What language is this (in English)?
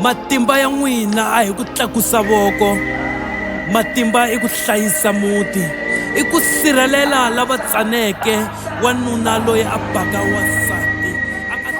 Tsonga